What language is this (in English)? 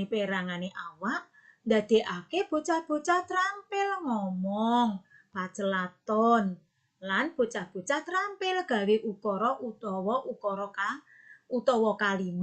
Javanese